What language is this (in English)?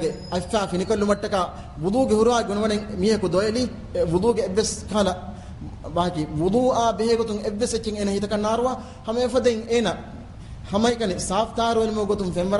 Divehi